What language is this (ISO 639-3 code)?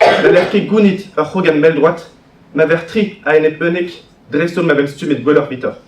bre